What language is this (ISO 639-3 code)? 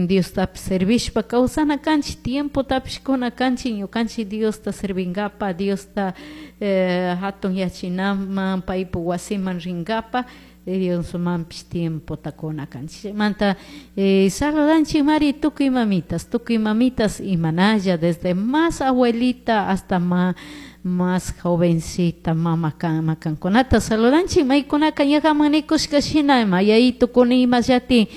qug